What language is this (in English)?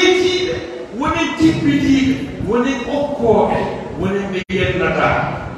Fula